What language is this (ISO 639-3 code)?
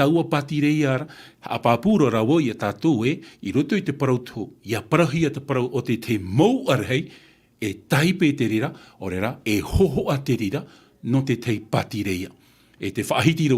tah